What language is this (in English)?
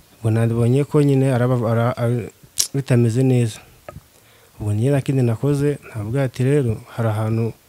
Kinyarwanda